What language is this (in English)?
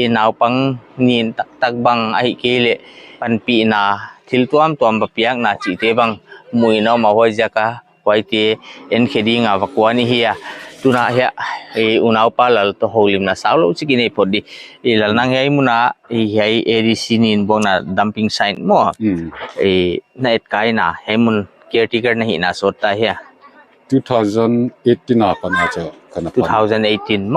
Paite Chin